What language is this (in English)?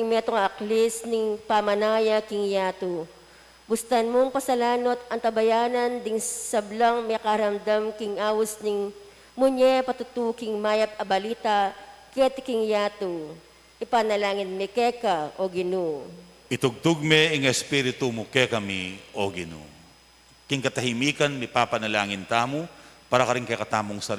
Pampanga